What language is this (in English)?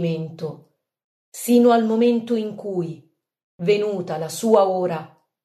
Italian